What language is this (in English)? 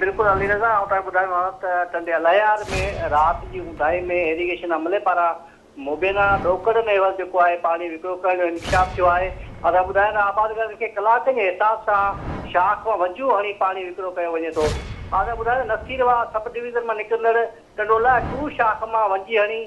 Sindhi